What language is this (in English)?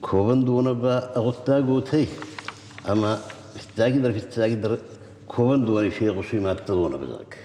Ossetic